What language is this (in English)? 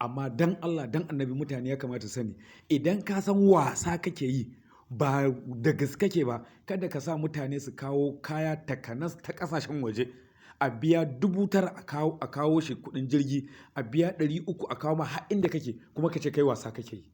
Hausa